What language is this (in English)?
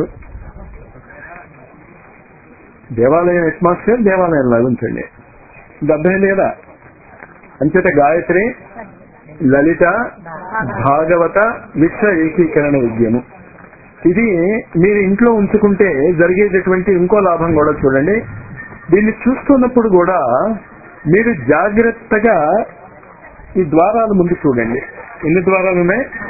Telugu